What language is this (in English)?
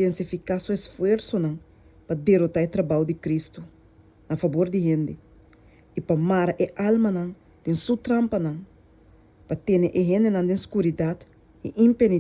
Papiamento